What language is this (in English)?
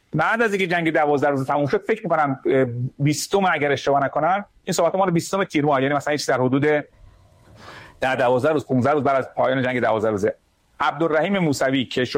Persian